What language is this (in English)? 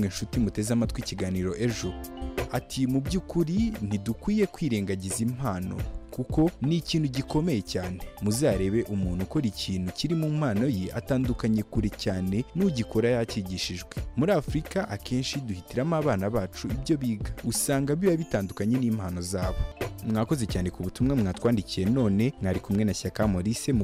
Kinyarwanda